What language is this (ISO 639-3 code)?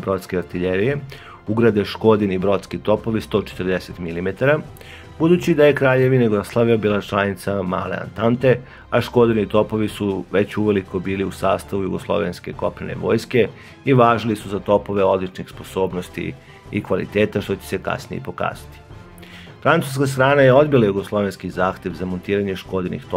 srp